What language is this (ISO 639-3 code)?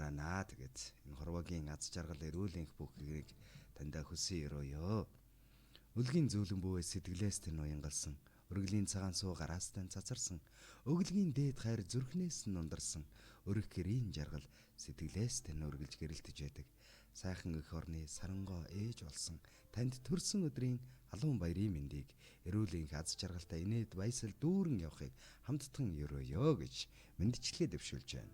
mon